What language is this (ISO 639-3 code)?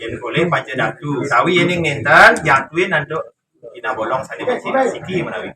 ban